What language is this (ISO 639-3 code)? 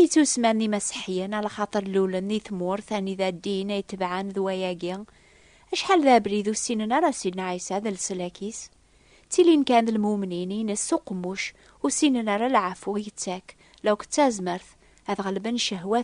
kab